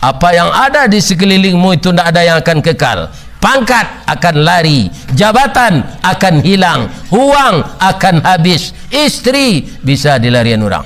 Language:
Minangkabau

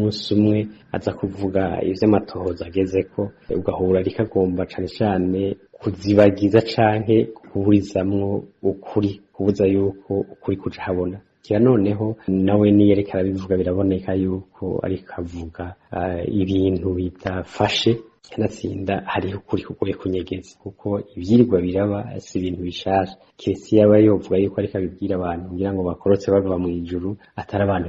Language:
Rundi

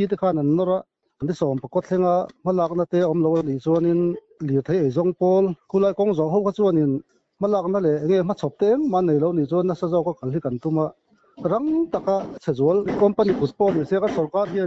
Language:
Mizo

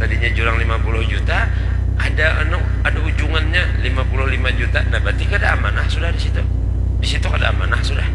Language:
Banjar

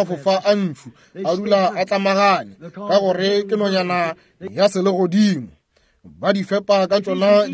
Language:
Northern Sotho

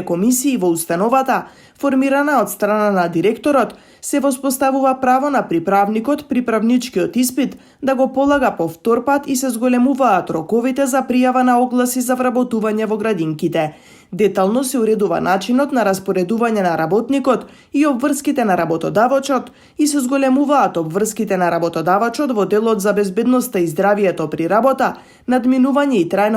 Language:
Macedonian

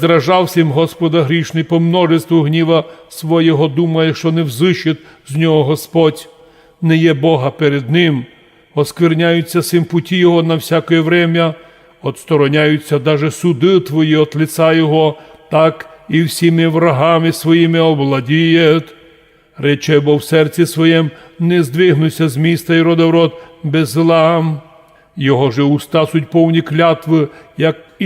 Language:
Rusyn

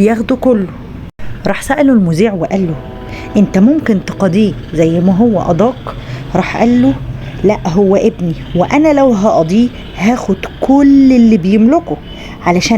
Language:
Egyptian Arabic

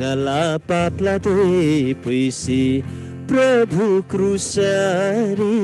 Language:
Eastern Tamang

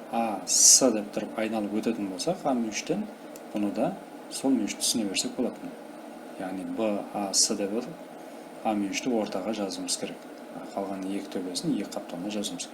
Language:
Kara-Kalpak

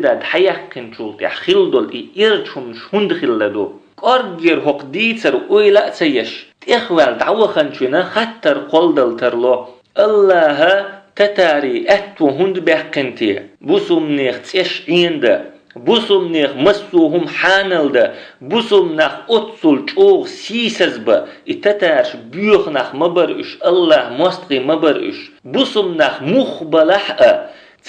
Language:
Chechen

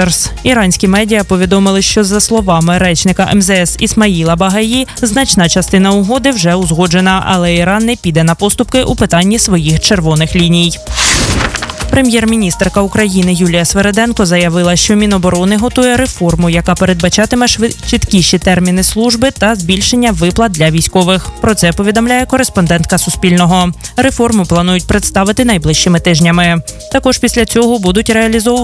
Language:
Ukrainian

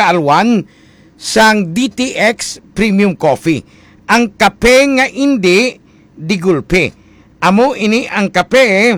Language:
Hiligaynon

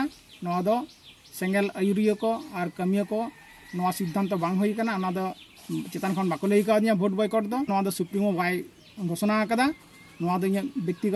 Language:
Santali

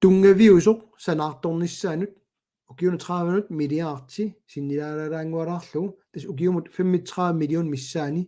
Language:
Kalaallisut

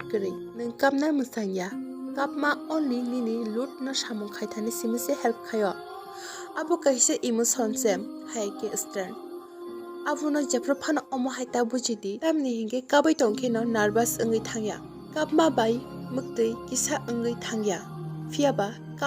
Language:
Kok Borok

